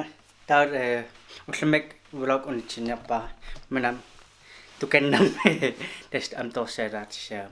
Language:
Kalaallisut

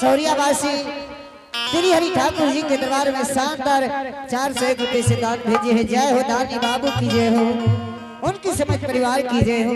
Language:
Angika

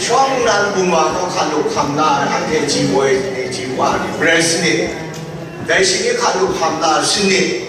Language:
Kachin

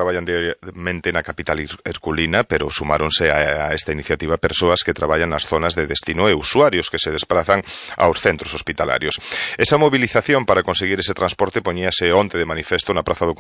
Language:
Galician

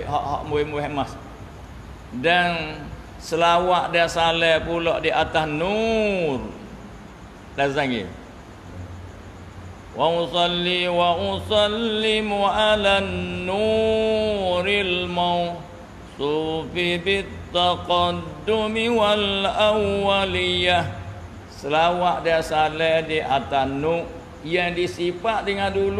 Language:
Malay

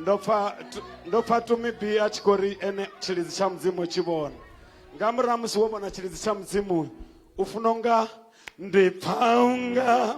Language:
Venda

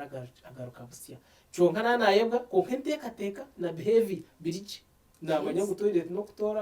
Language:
Nyankole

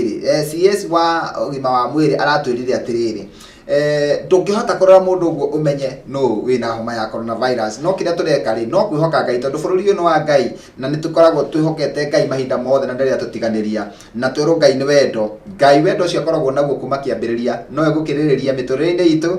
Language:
Kikuyu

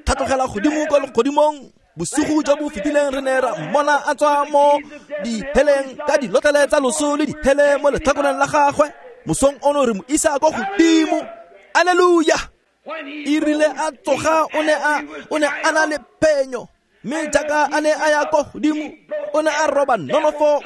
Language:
Tswana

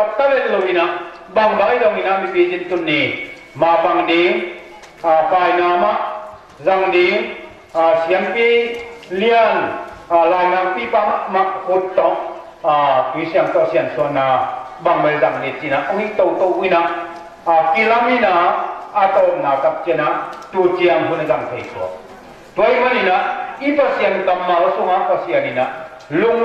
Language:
Tedim Chin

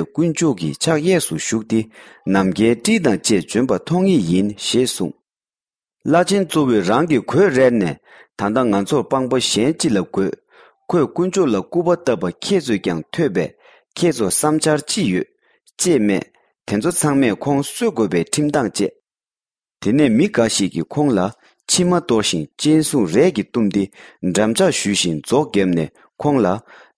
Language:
Tibetan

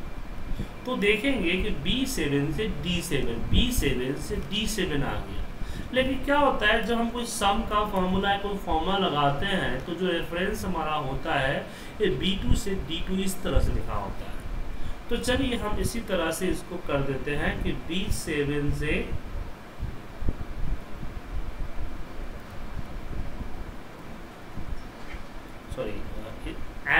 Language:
Hindi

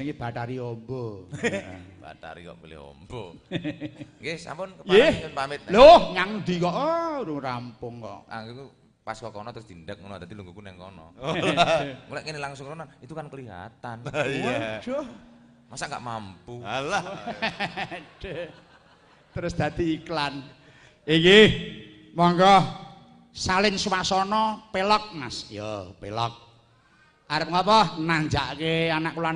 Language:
Javanese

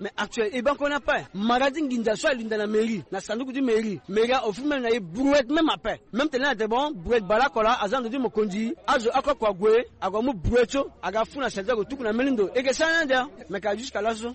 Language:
Sango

